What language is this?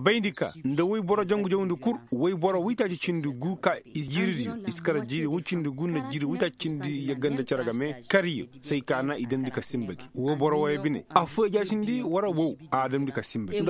Koyraboro Senni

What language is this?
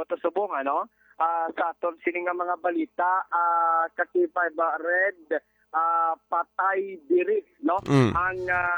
Hiligaynon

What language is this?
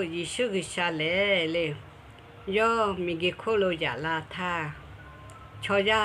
Lahu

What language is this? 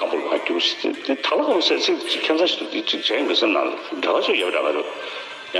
Tibetan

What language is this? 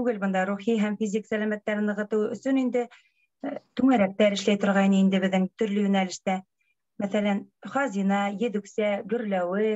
Bashkir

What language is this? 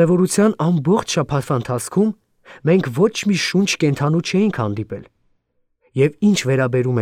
Armenian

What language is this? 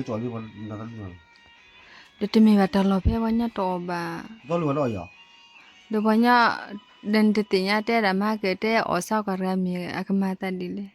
S'gaw Karen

